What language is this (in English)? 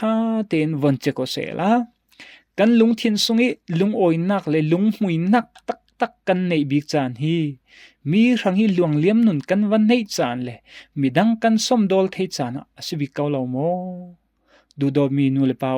Falam Chin